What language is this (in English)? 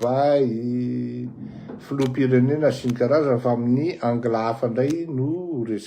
Malagasy